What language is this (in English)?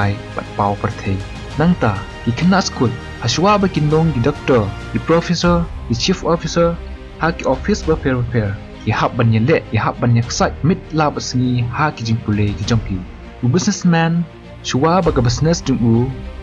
Khasi